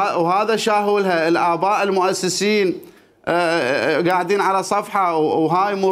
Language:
Mesopotamian Arabic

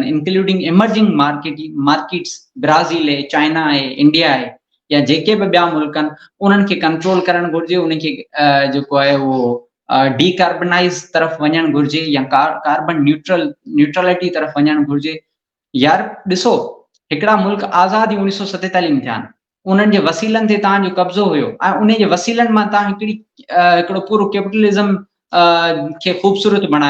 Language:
Sindhi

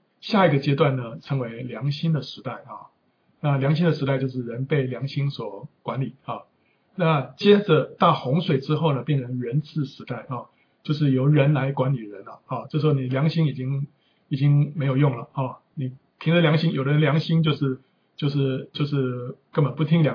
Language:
Chinese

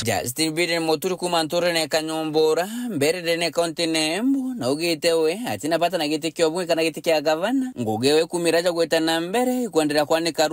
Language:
Meru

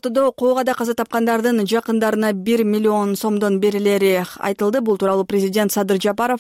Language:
Kyrgyz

